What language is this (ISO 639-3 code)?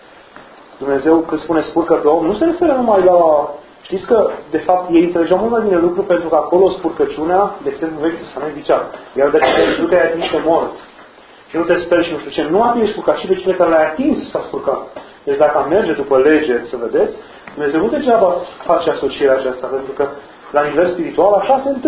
ron